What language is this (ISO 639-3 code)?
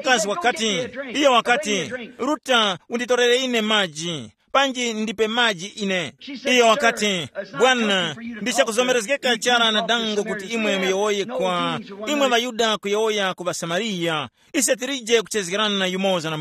tum